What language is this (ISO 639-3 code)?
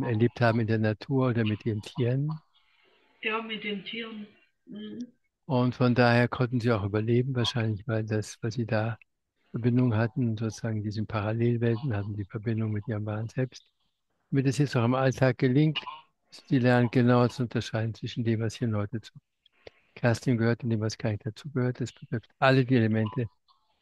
deu